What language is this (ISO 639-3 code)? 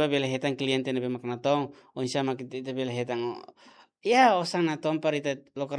tet